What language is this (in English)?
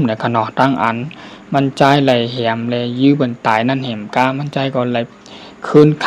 Shan